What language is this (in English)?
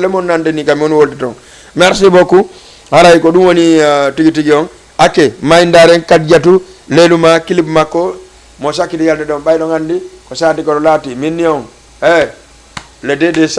Fula